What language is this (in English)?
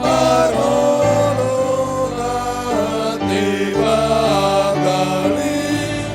Batak Simalungun